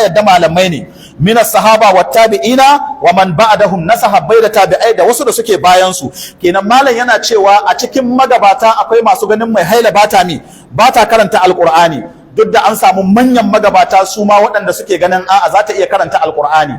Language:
Hausa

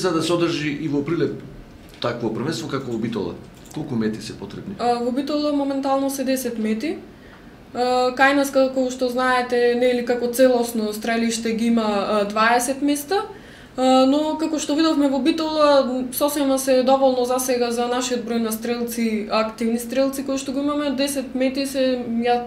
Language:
Macedonian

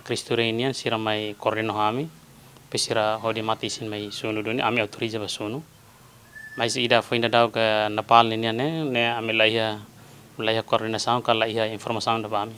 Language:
Tetum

